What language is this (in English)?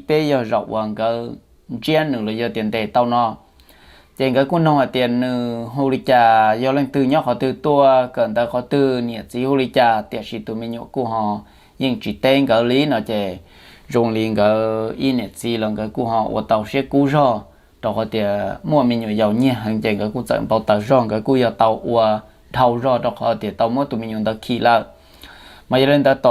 Hmong